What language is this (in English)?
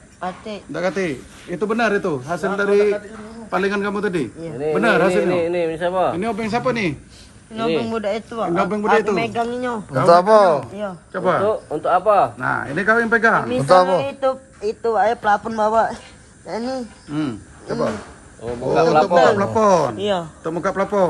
Musi